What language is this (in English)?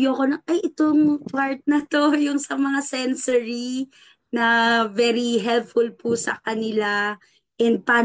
Filipino